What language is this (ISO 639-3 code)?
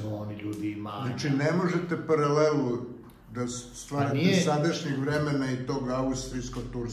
srp